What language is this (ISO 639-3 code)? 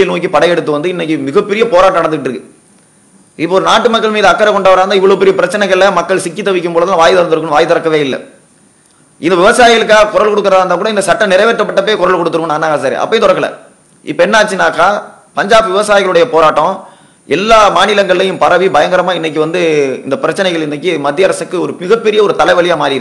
tam